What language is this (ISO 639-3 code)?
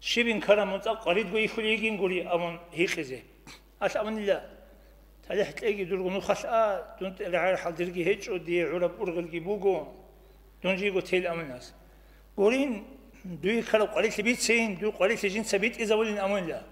ava